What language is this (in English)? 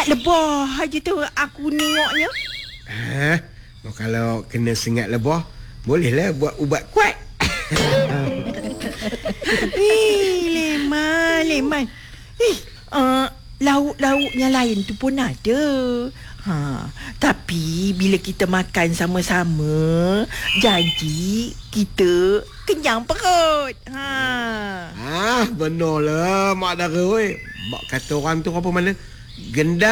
Malay